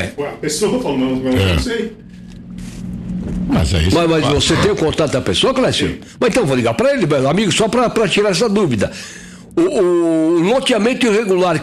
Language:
Portuguese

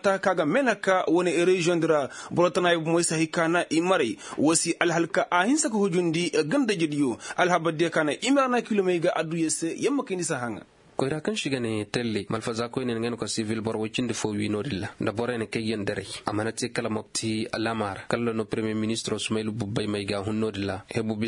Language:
Koyraboro Senni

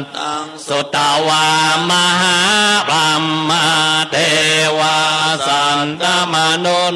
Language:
Pali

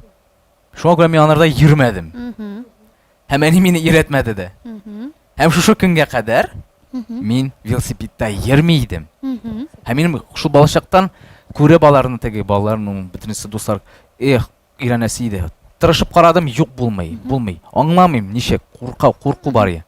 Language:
Tatar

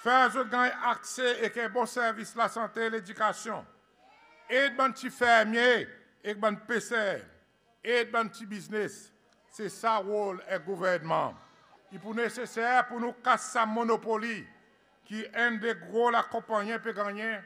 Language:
Seselwa Creole French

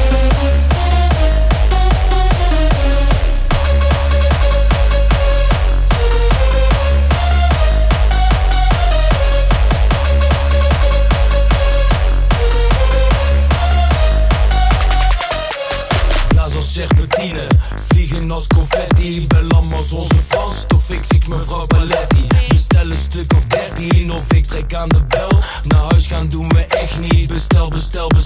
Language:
Dutch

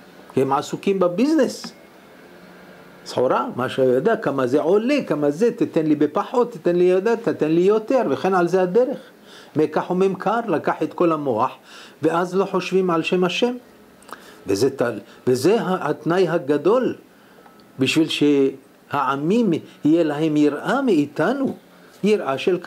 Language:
Hebrew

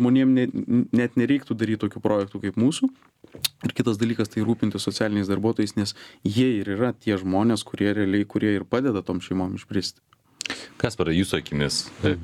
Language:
Lithuanian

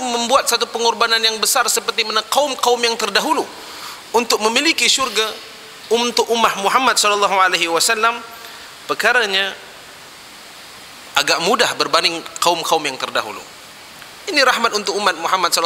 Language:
Malay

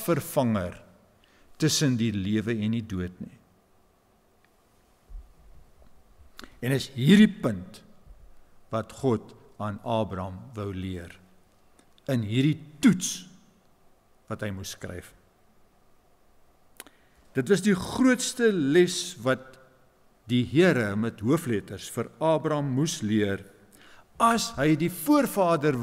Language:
Afrikaans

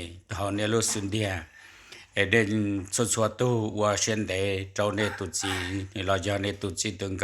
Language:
Hmong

